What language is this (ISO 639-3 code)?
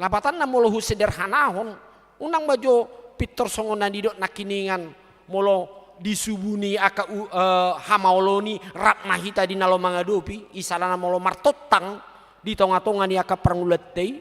bbc